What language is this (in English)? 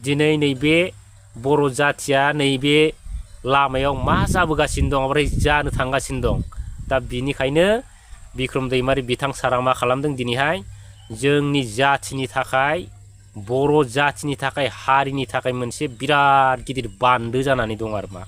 Bodo